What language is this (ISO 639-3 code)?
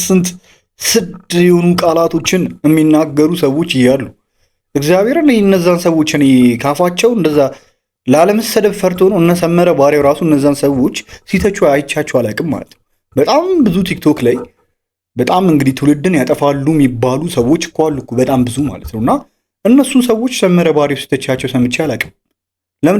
amh